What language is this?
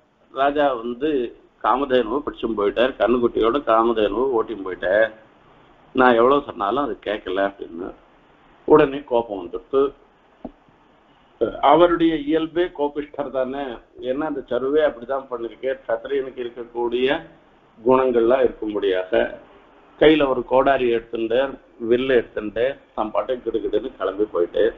Tamil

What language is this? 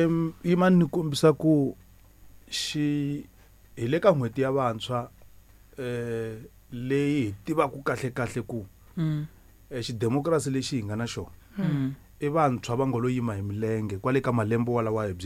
Tsonga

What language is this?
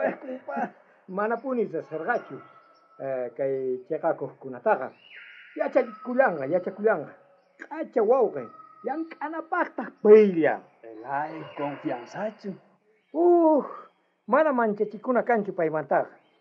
South Bolivian Quechua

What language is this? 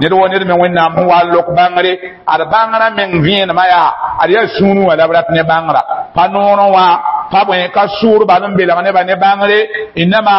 Mossi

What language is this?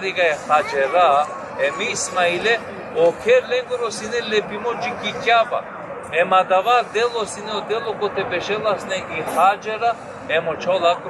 Balkan Romani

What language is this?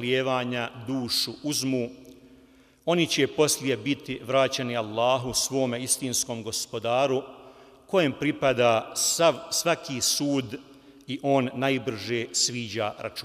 Bosnian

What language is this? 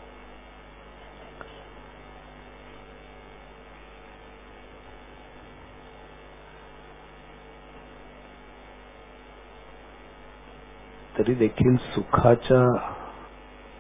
Marathi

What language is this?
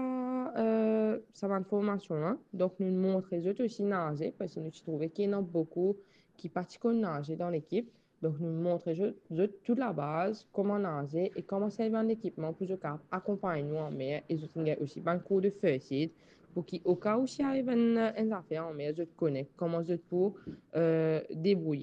Morisyen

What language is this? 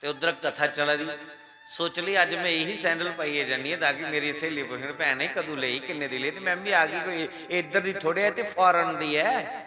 Dogri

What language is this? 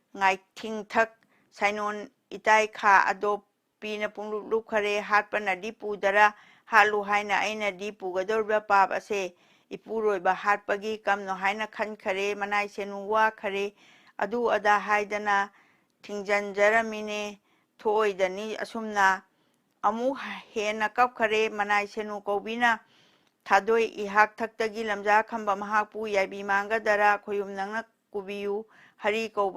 Manipuri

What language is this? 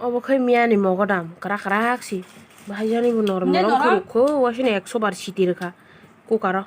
Kok Borok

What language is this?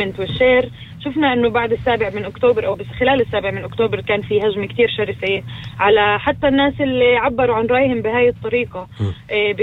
North Levantine Arabic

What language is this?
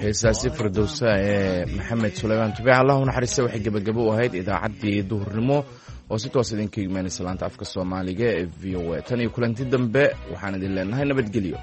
Somali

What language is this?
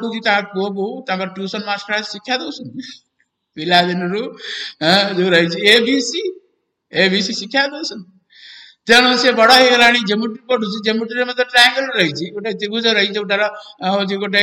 Odia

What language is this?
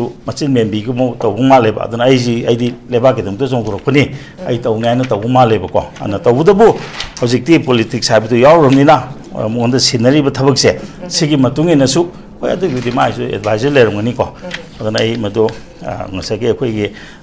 Manipuri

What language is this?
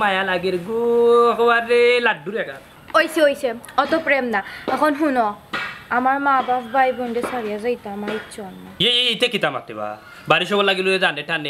Sylheti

